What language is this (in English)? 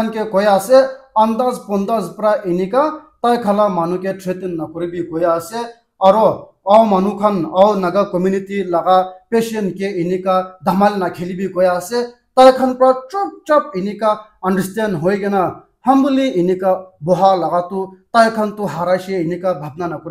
Naga Pidgin